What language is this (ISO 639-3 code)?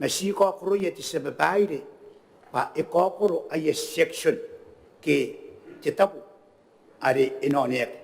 gil